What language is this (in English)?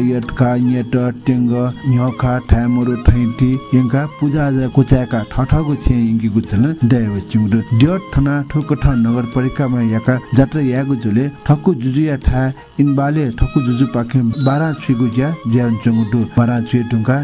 Newari